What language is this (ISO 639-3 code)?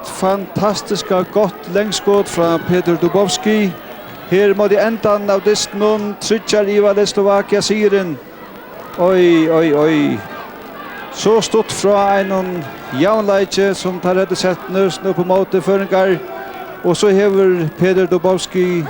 fao